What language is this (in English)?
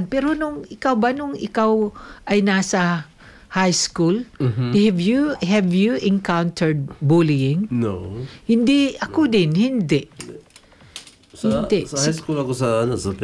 Filipino